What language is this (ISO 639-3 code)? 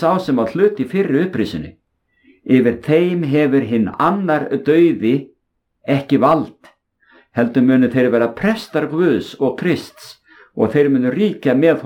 isl